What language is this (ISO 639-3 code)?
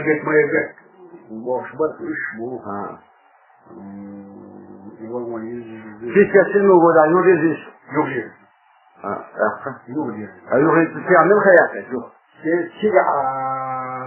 che